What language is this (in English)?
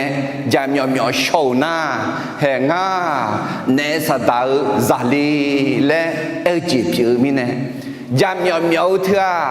Akha